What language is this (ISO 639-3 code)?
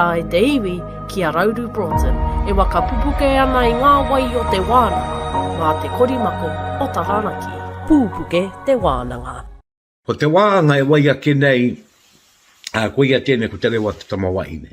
mri